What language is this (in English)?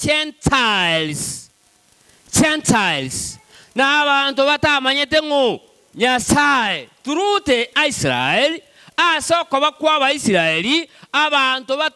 Gusii